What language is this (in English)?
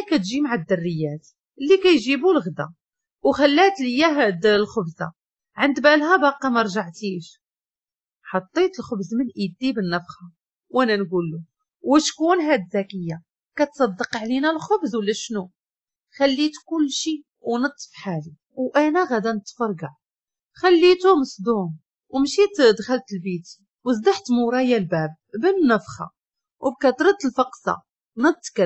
Moroccan Arabic